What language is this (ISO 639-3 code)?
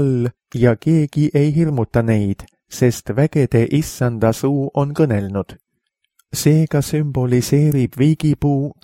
est